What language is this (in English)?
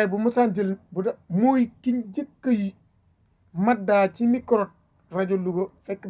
Wolof